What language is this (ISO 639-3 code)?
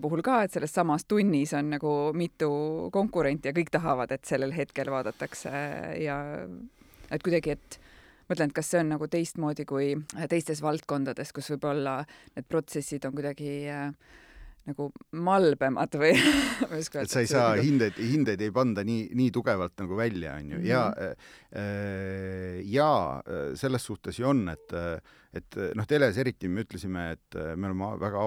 est